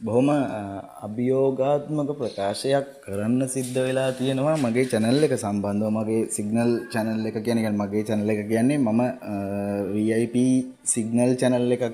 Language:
Sinhala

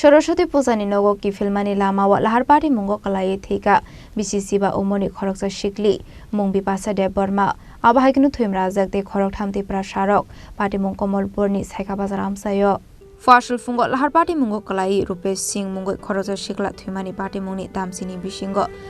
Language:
Kok Borok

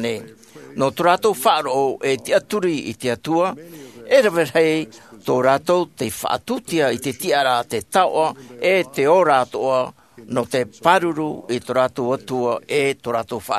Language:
Tahitian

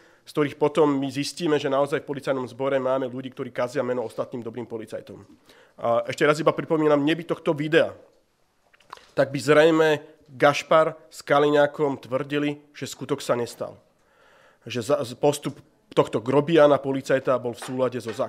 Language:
Slovak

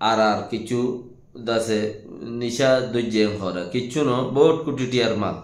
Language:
Rohingya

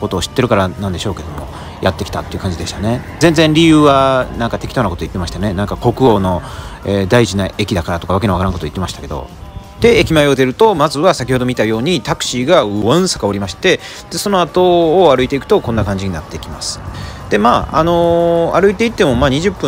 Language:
Japanese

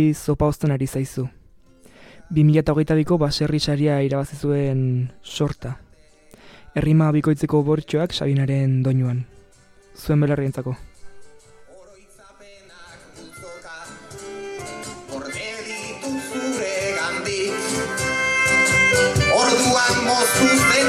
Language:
Basque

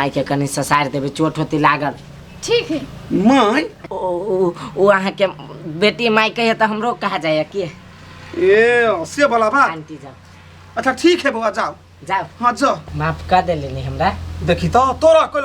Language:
Maithili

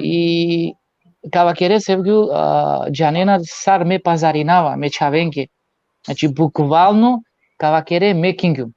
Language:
Balkan Romani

